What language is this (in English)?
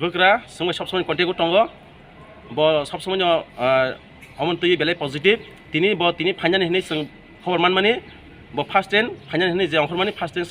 Riang (India)